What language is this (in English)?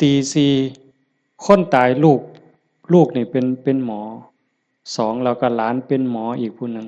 Northeastern Thai